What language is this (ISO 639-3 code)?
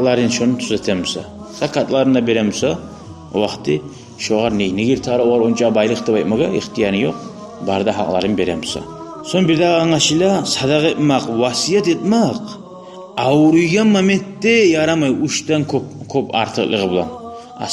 kum